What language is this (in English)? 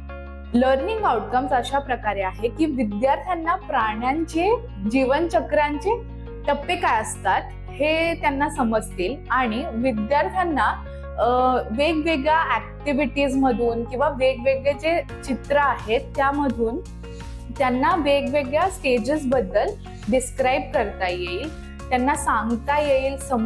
Marathi